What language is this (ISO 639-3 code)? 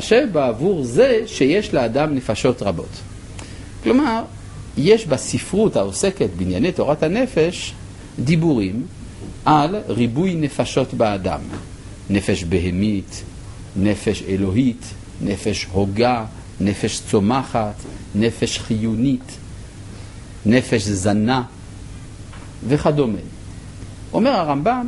heb